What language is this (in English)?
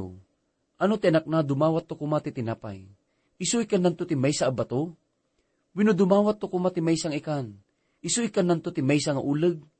Iloko